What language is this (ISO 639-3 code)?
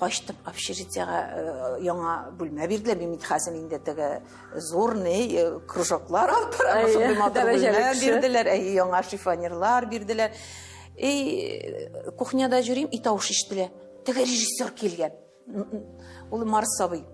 tat